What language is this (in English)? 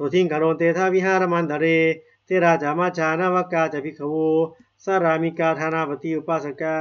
Pali